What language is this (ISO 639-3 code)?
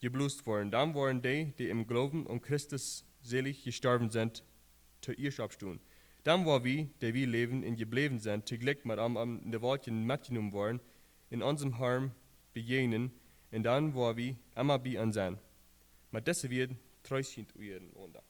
pdt